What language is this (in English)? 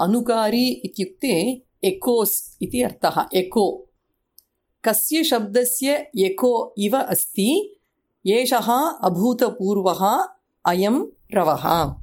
Sanskrit